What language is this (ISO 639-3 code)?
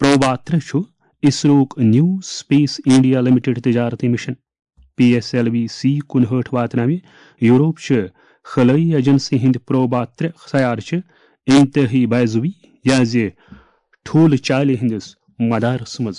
kas